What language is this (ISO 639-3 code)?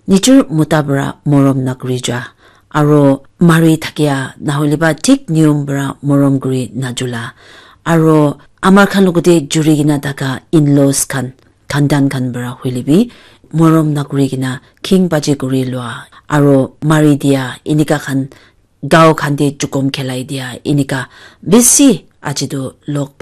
nag